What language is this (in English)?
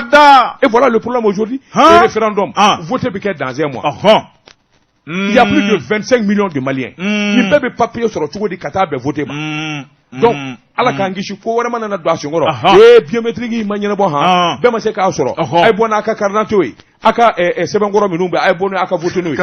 Bambara